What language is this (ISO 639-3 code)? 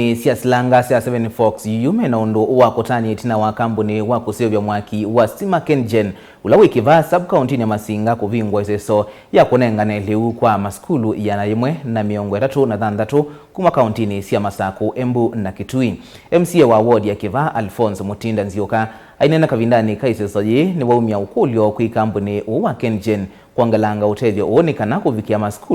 kam